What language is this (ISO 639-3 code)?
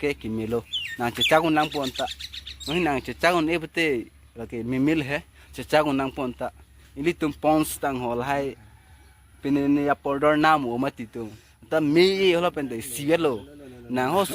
mjw